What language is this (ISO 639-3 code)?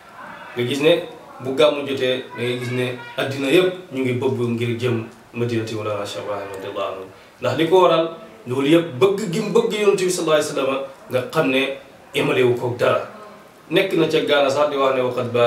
wol